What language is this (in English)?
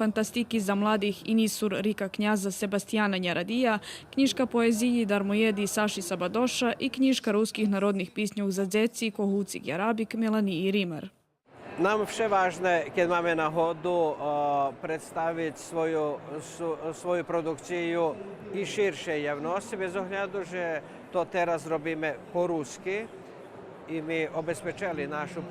Rusyn